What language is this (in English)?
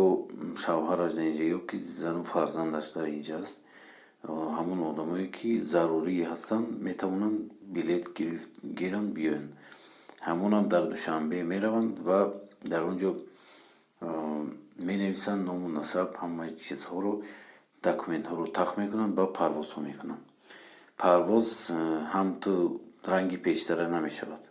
Tajik